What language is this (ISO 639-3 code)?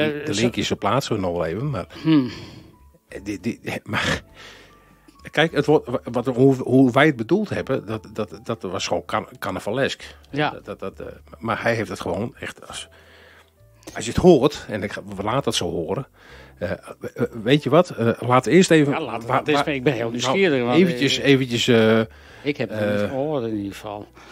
nld